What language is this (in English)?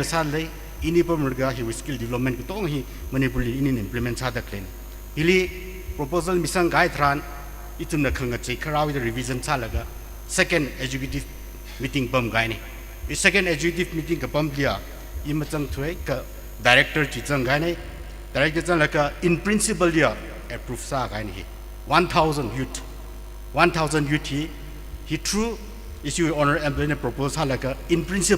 Tangkhul Naga (India)